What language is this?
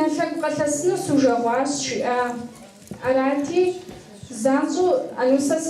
Kabardian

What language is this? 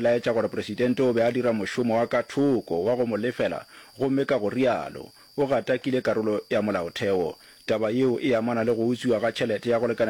Northern Sotho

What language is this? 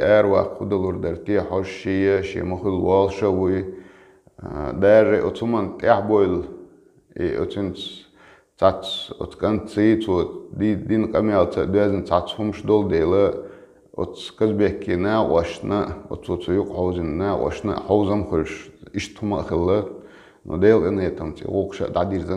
Chechen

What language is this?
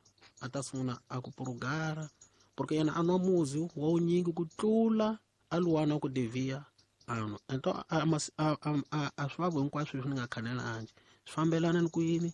Tsonga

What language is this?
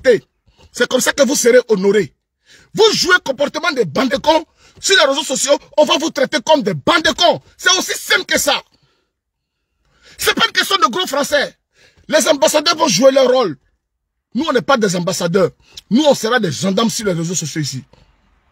French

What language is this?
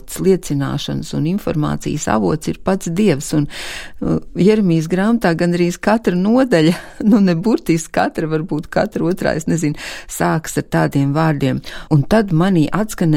Latvian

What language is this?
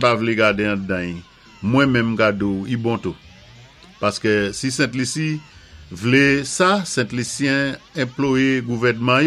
Saint Lucian Creole French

